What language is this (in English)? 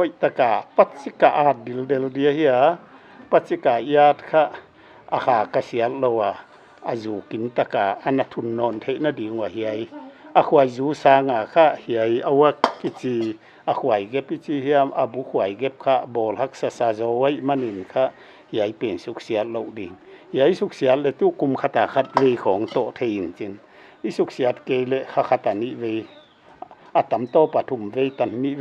Paite Chin